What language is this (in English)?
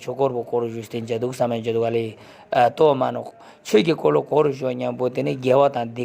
Ladakhi